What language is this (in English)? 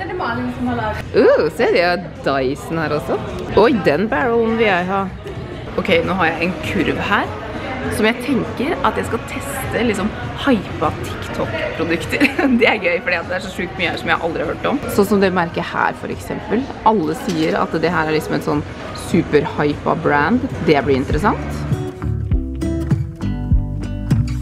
Norwegian